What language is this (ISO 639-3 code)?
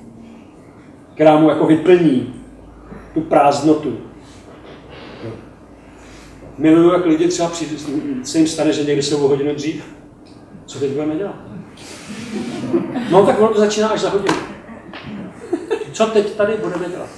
ces